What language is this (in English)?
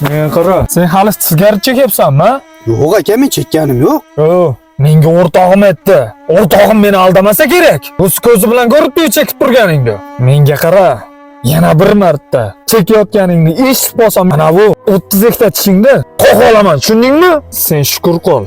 Uzbek